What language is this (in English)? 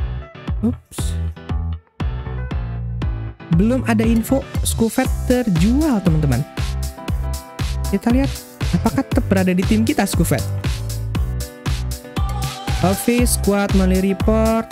Indonesian